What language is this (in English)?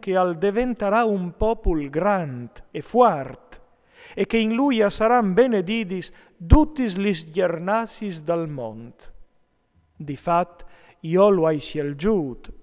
Friulian